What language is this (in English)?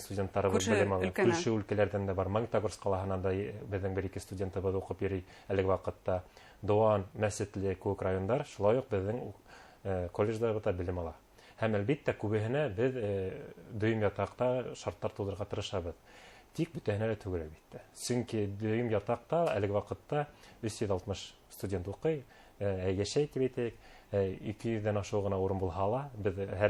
Bashkir